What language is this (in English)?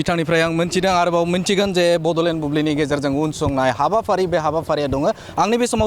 Bodo